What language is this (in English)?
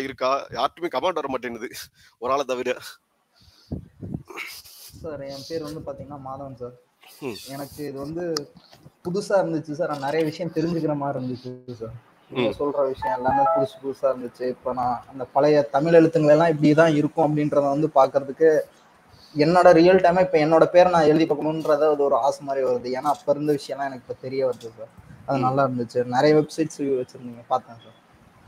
Tamil